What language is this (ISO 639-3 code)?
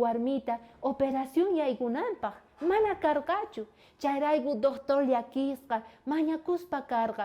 quh